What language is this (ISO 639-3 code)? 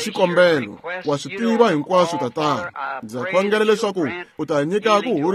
tso